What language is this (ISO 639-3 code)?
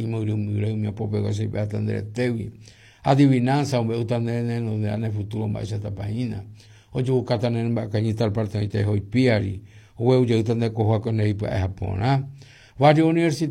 grn